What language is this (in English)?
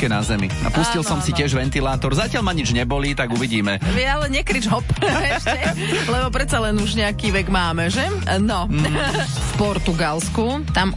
Slovak